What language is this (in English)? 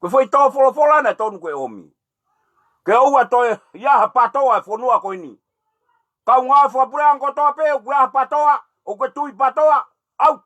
Tongan